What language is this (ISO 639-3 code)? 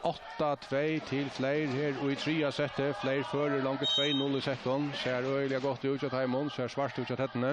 fao